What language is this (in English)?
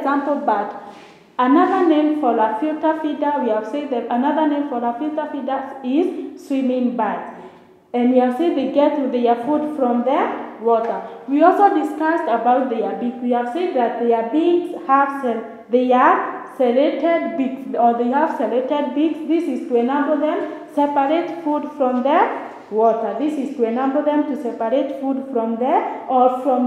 English